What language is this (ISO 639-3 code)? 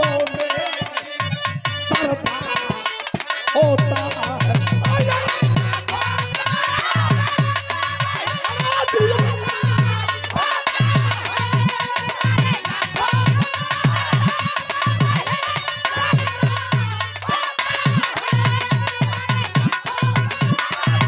bho